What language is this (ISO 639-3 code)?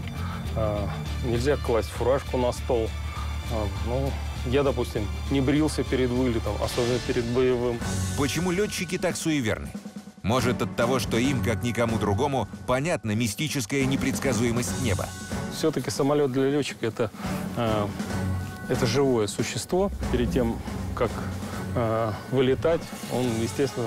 rus